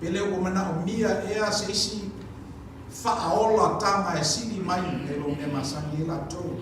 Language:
Samoan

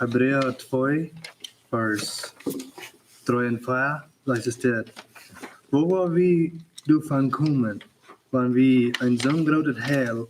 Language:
Plautdietsch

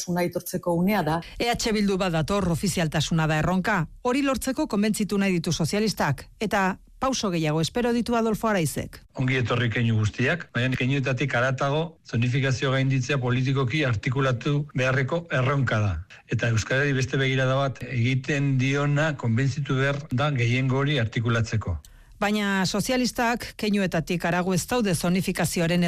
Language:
Basque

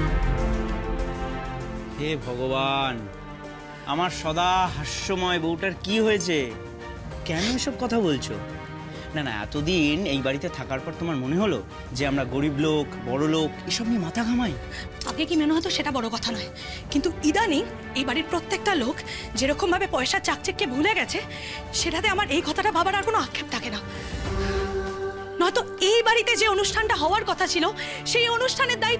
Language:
Bangla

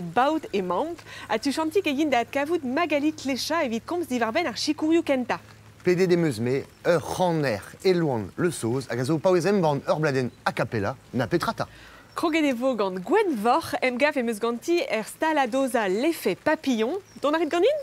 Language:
Breton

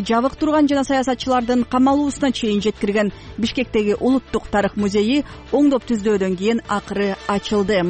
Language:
Kyrgyz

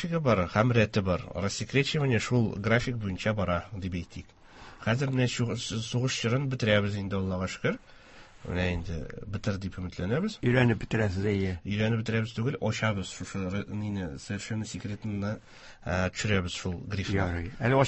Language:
Tatar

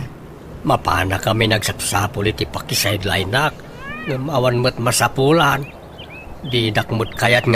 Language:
Iloko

